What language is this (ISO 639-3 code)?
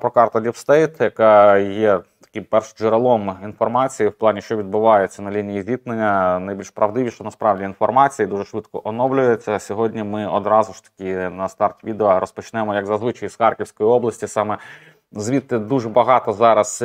ukr